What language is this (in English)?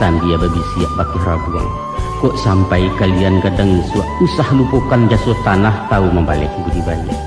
Minangkabau